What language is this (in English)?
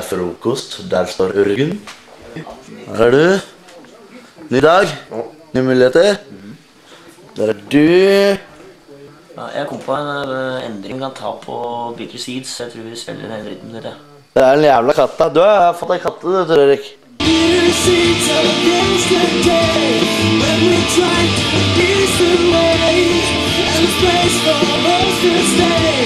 Norwegian